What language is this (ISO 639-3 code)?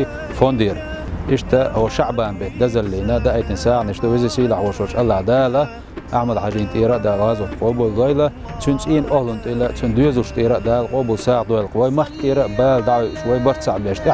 che